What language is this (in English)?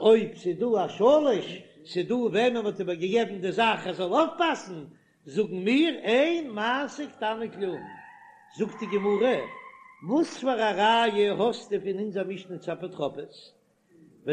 Yiddish